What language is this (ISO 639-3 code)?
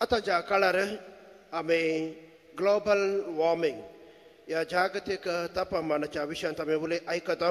kok